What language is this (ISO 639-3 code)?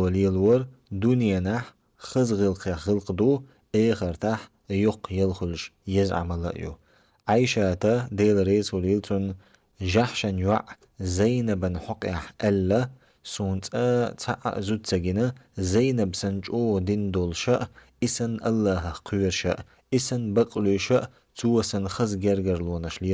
che